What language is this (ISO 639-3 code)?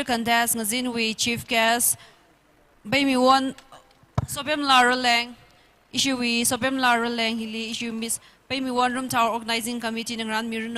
nmf